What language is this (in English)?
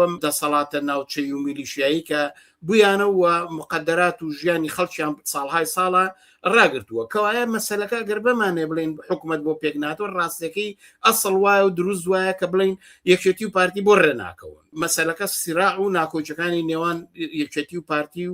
Central Kurdish